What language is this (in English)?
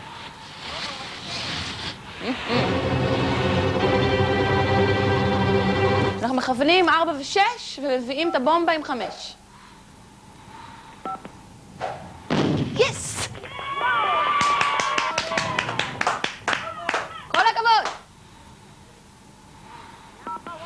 Hebrew